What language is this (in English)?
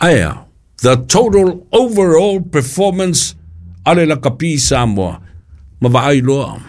Samoan